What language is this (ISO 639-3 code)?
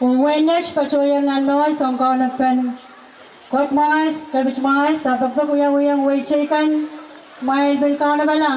pon